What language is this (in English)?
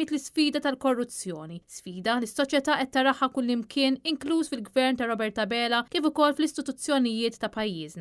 Maltese